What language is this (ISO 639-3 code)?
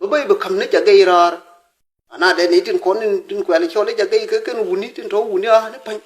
nus